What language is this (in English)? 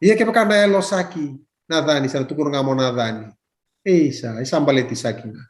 Fijian